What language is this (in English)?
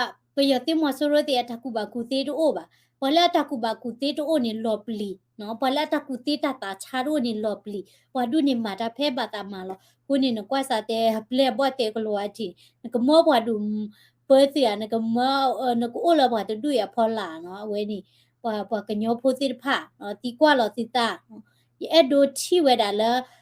S'gaw Karen